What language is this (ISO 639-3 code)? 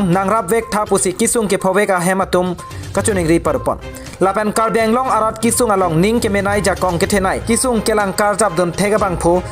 mjw